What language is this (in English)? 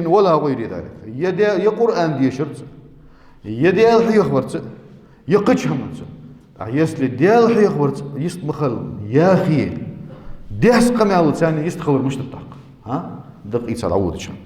Ingush